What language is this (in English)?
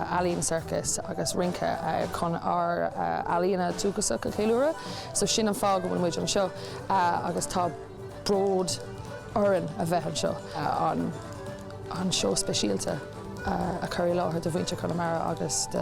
Irish